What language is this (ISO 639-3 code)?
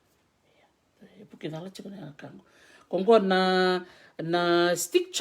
fij